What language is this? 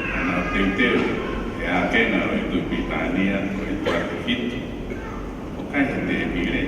Tongan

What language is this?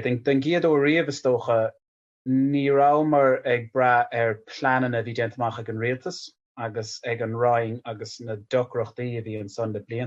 Irish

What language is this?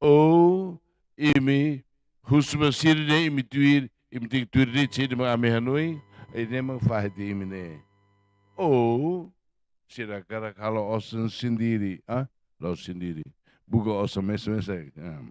Tetum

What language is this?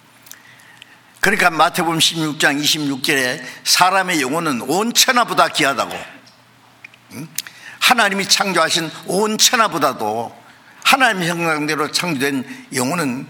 Korean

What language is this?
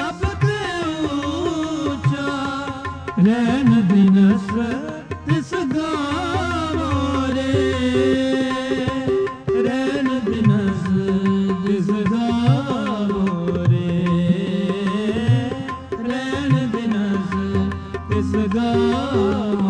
Punjabi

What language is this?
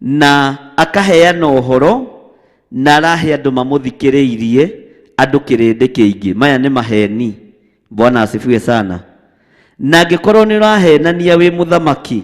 Kikuyu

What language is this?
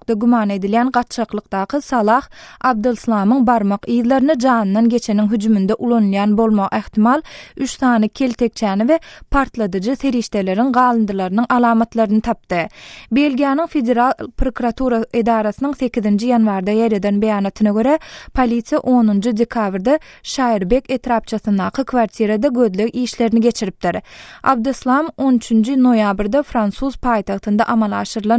Turkmen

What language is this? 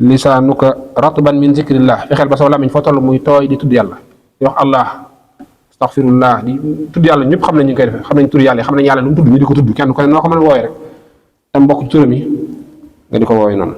Wolof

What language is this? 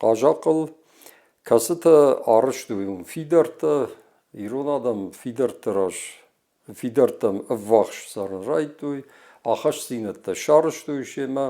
Ossetic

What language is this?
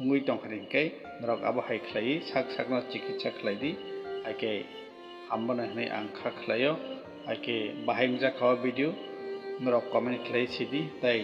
Kok Borok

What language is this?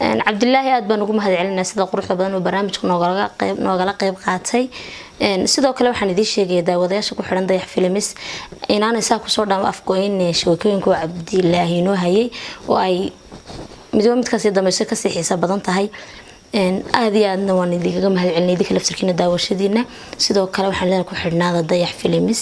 Somali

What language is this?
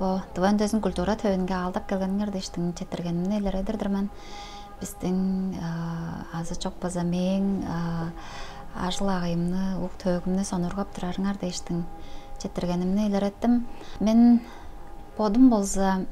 Tuvinian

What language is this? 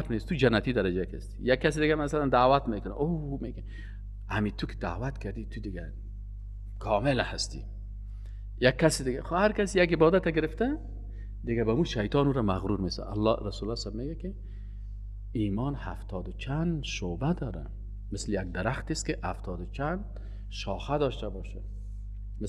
Persian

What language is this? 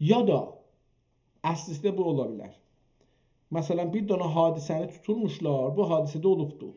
South Azerbaijani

